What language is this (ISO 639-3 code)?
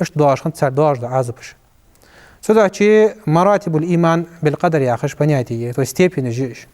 inh